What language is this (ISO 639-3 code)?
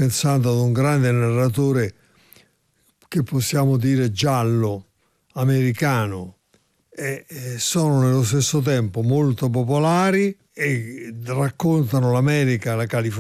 ita